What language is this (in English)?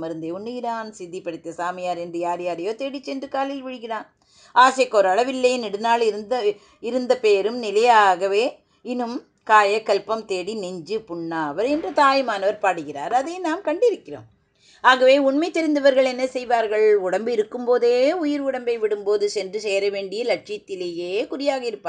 Tamil